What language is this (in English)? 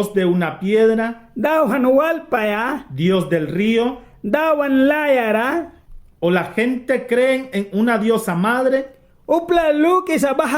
Mískito